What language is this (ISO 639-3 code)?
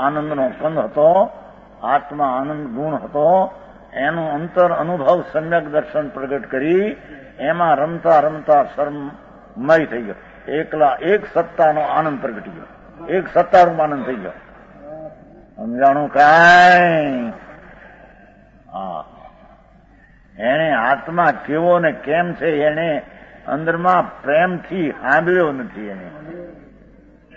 guj